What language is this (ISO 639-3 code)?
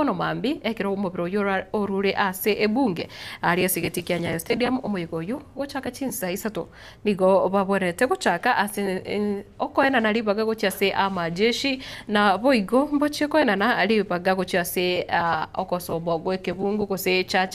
guz